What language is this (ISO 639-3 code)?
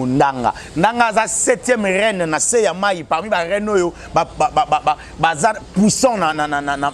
lin